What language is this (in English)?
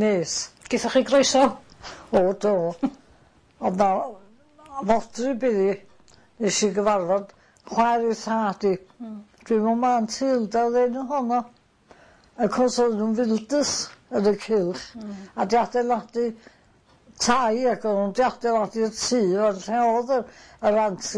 Welsh